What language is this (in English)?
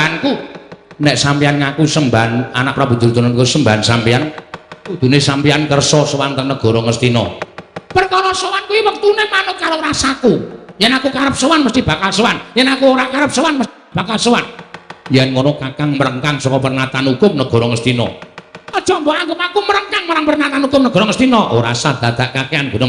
Javanese